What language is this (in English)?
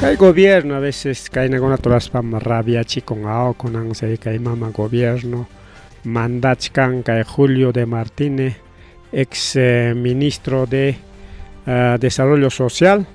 Ayacucho Quechua